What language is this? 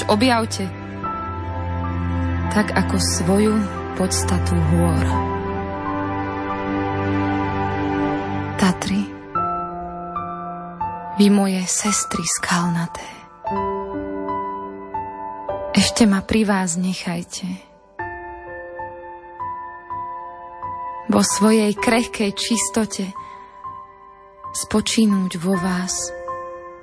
Slovak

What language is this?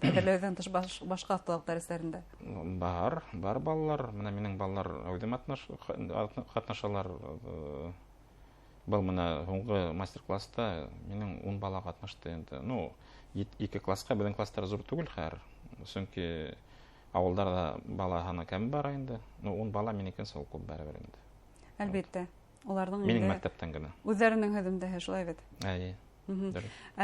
Bashkir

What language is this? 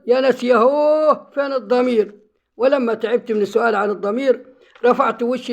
Egyptian Arabic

